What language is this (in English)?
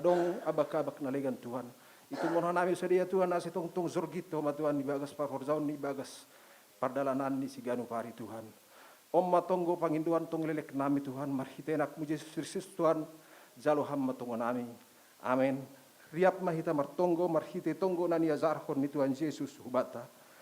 Batak Simalungun